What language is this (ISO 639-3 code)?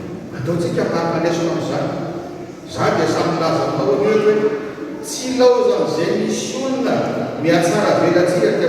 mlg